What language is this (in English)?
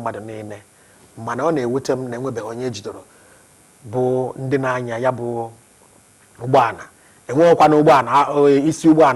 Igbo